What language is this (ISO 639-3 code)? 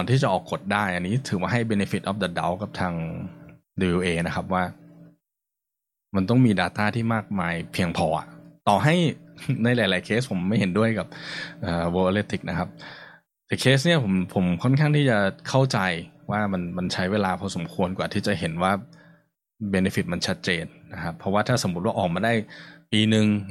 tha